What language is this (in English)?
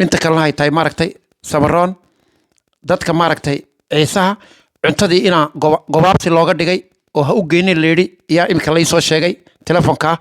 Somali